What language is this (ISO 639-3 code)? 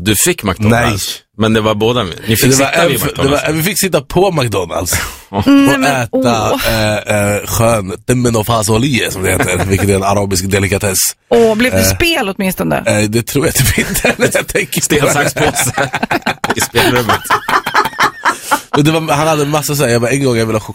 swe